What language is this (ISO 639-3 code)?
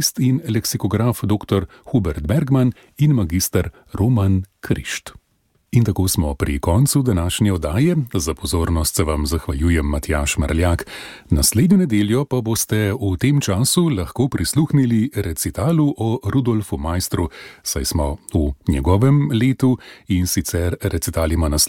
slv